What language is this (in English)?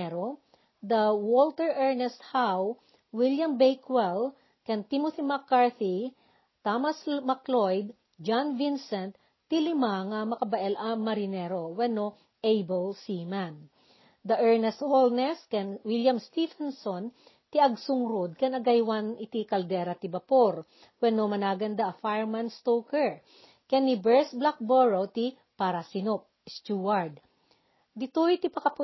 Iloko